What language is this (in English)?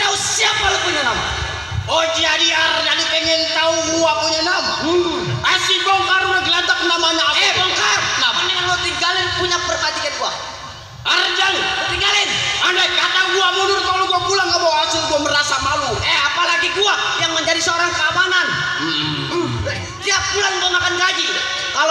Betawi